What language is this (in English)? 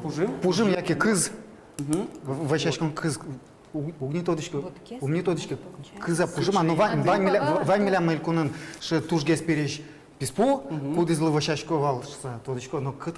Udmurt